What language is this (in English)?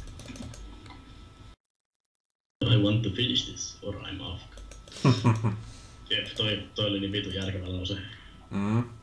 Finnish